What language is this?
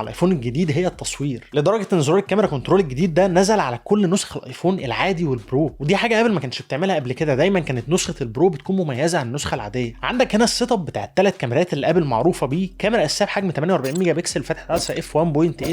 Egyptian Arabic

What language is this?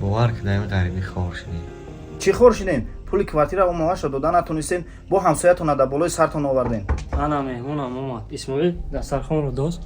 Tajik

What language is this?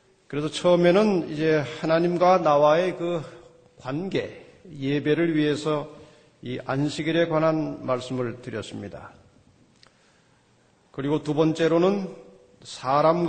Korean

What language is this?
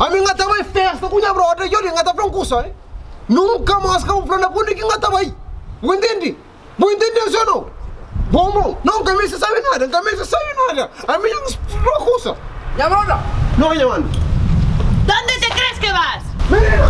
Kabuverdianu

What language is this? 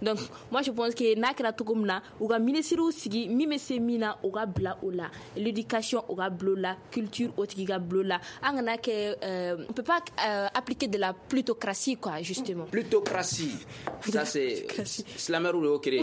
Bambara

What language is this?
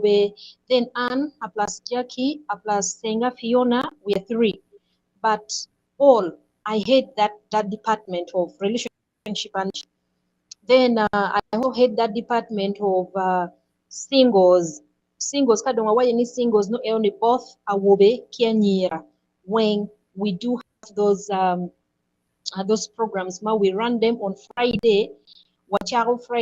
Acoli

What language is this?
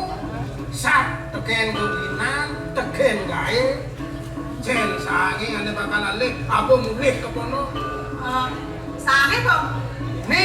Balinese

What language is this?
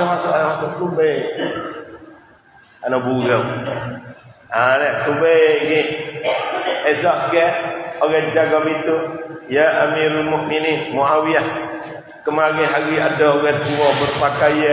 Malay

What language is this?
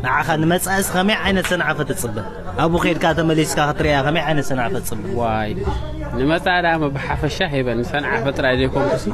Tigrinya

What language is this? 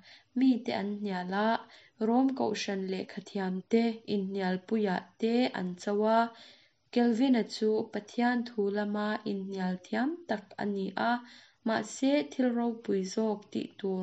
Mizo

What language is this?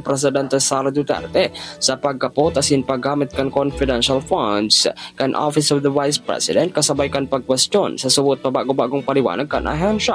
Bikol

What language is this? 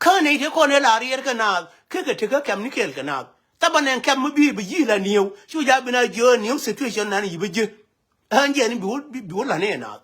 Nuer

